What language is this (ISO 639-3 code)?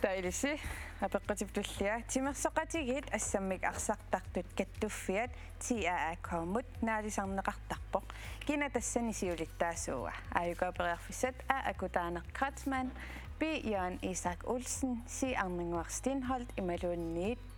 kal